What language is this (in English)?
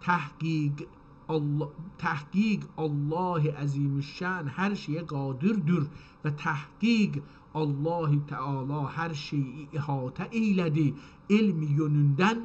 South Azerbaijani